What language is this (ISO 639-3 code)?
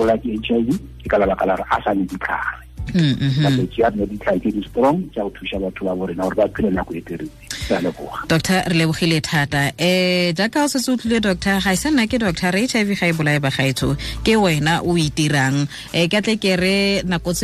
tsn